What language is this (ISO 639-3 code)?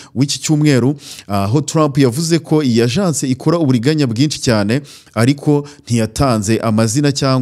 kin